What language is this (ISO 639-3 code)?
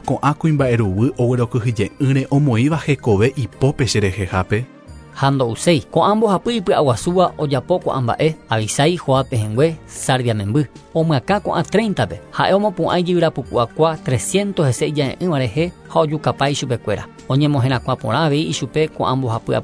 grn